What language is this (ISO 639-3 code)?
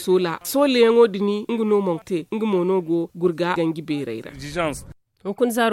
dje